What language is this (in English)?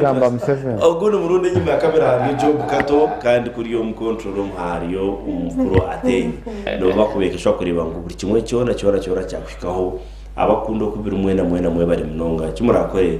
Nyankole